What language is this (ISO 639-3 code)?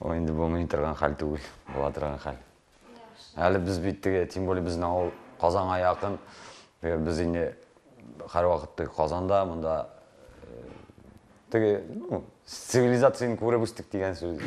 tat